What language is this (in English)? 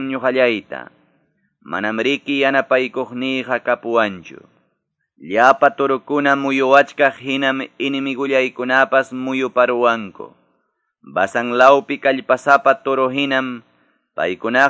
Quechua